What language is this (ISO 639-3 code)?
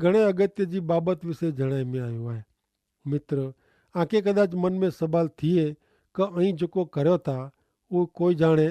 kfr